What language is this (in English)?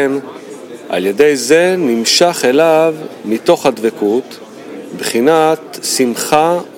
Hebrew